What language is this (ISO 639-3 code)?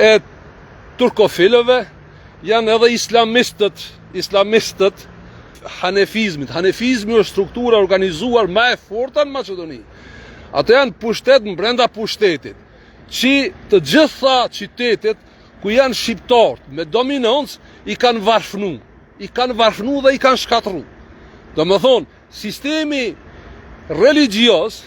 sqi